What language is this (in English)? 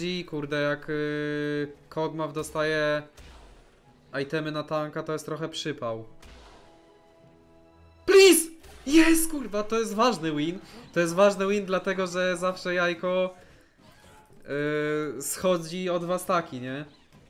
Polish